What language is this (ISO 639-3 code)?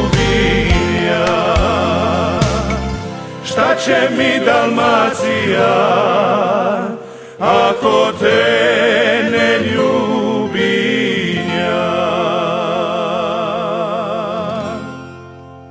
hrv